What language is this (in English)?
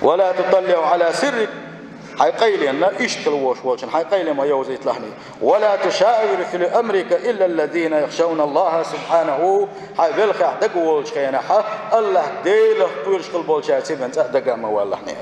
Chechen